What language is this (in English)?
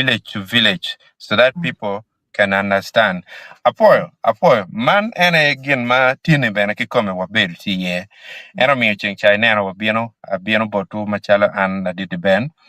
Acoli